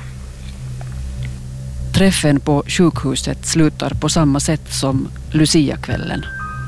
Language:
Swedish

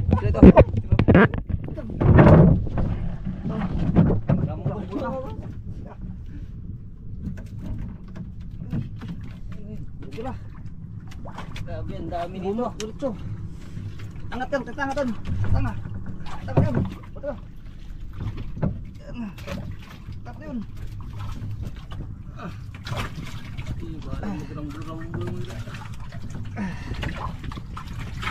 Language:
Filipino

